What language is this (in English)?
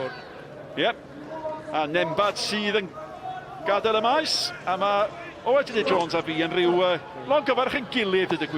Welsh